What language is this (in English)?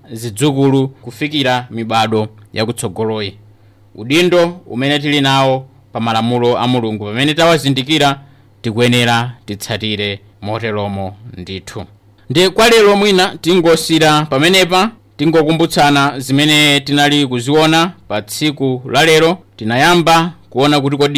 Nyanja